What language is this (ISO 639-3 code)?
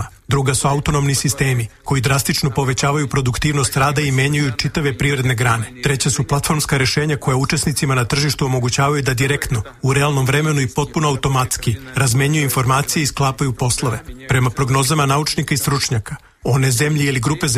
srp